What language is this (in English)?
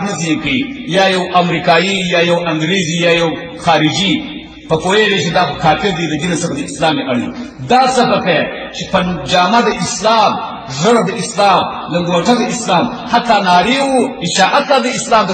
Pashto